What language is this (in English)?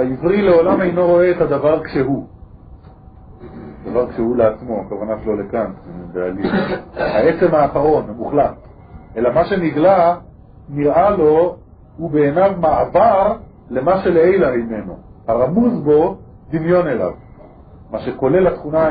Hebrew